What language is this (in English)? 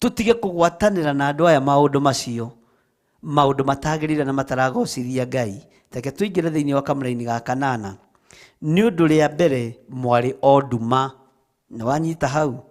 Kikuyu